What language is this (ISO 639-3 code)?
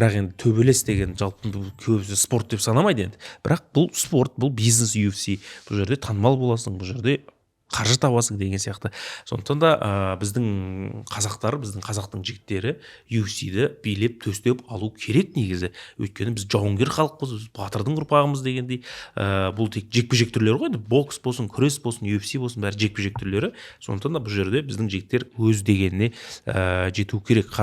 kaz